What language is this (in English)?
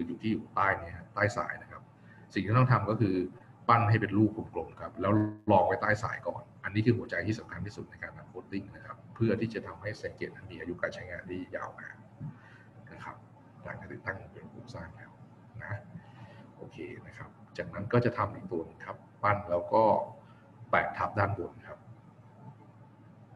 Thai